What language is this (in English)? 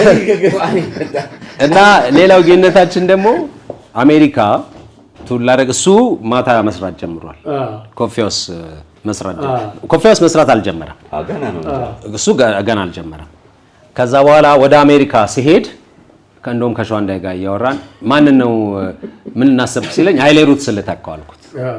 Amharic